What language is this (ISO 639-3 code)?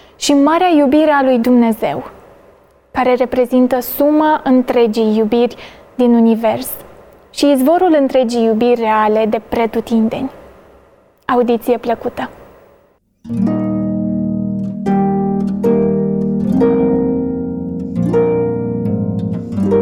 ron